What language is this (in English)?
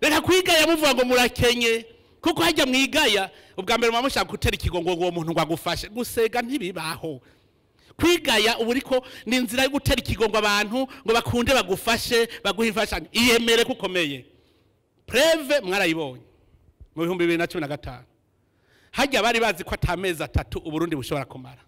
Rundi